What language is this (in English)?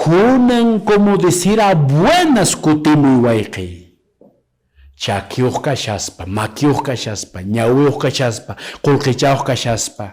Quechua